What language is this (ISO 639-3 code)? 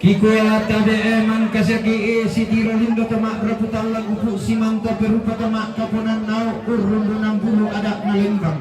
sda